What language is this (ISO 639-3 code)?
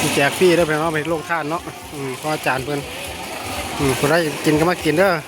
lao